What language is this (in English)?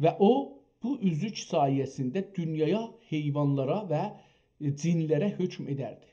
South Azerbaijani